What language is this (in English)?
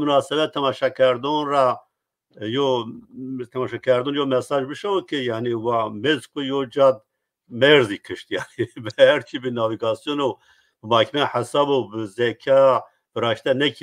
Zaza